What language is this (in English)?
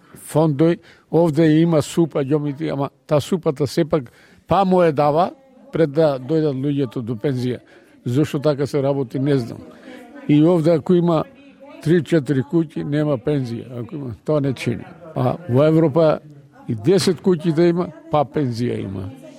Macedonian